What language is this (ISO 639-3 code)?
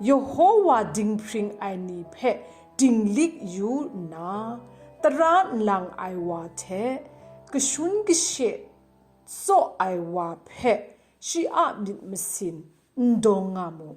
kac